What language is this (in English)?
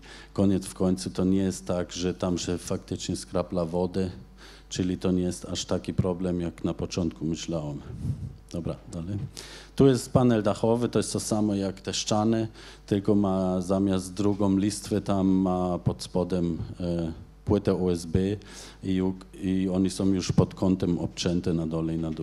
Polish